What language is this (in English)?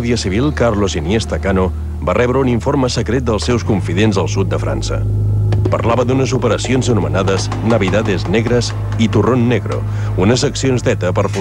Catalan